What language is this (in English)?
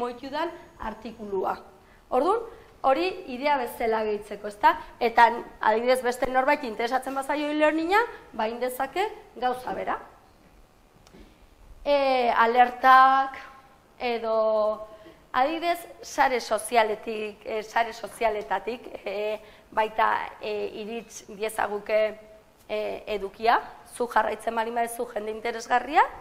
Basque